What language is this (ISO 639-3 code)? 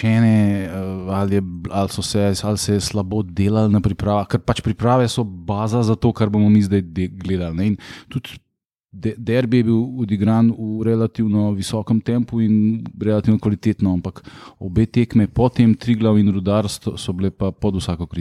slv